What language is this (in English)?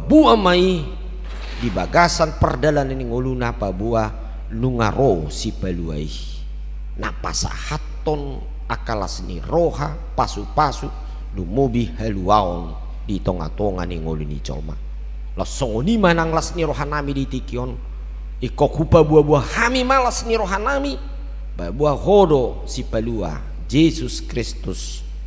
Batak Toba